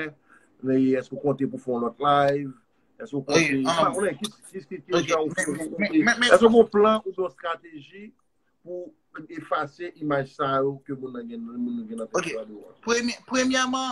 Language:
Haitian Creole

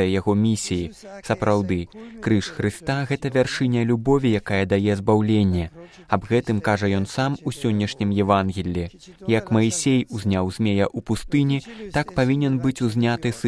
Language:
Belarusian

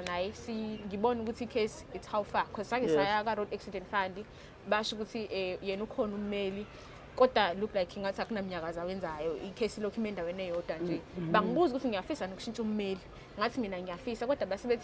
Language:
Zulu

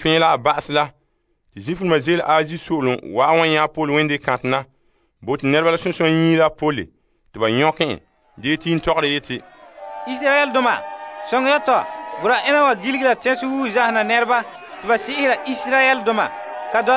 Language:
Frafra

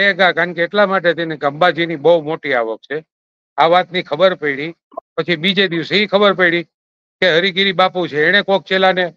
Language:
Gujarati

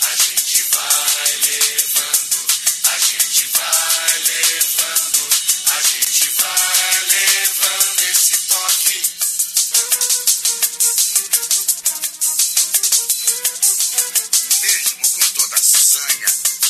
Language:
Portuguese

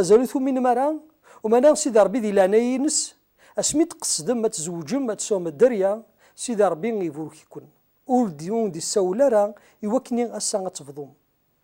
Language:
Kabyle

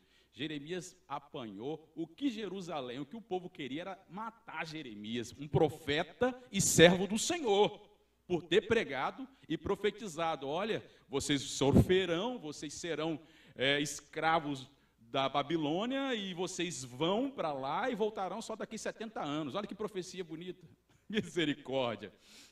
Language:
Portuguese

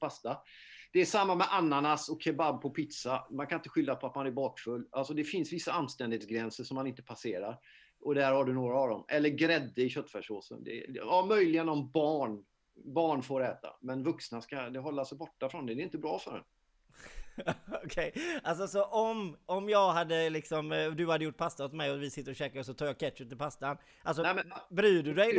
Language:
Swedish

